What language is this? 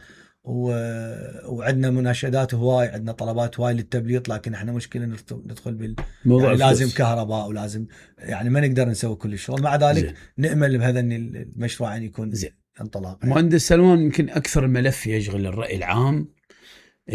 Mesopotamian Arabic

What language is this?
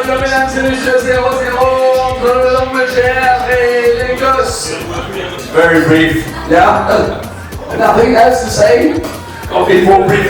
Morisyen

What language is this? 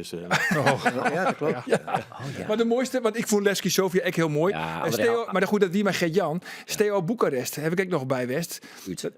Western Frisian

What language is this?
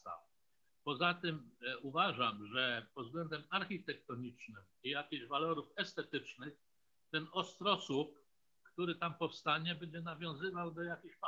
Polish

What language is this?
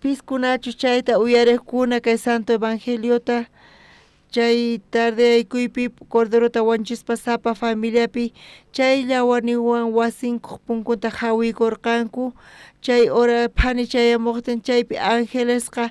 South Bolivian Quechua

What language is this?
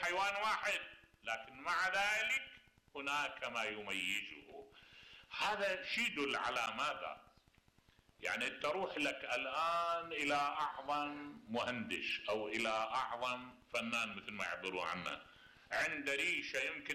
Mesopotamian Arabic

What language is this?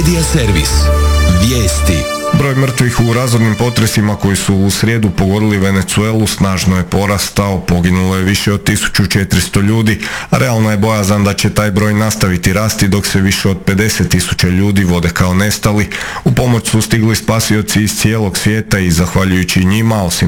Croatian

